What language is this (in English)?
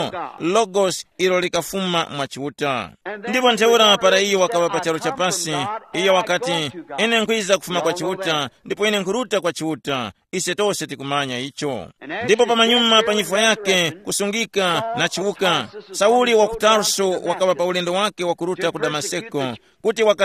Tumbuka